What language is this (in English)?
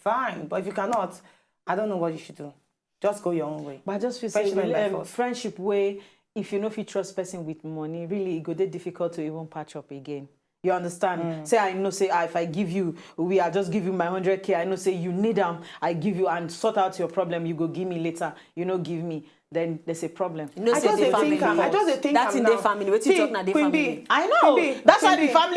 Nigerian Pidgin